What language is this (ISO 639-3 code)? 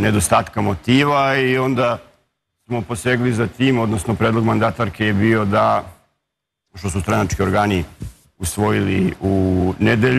srp